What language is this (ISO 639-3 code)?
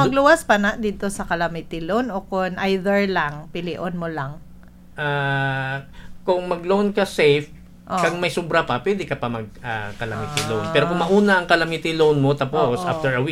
hil